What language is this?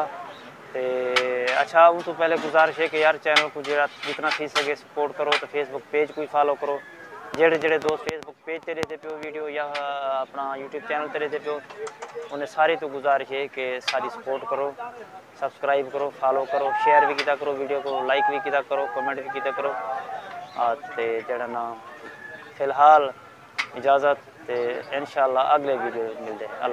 Saraiki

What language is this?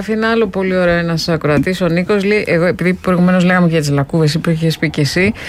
Greek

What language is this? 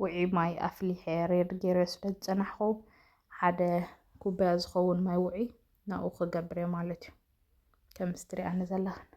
Tigrinya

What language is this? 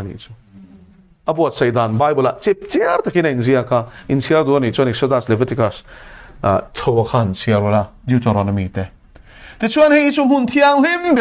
Mizo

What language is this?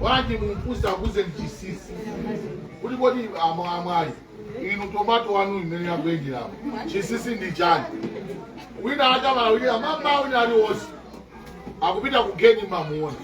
Nyanja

